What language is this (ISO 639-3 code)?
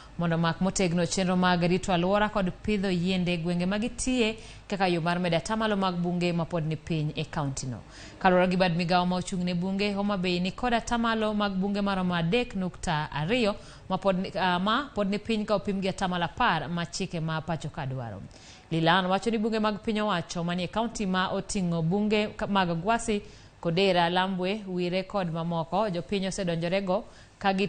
luo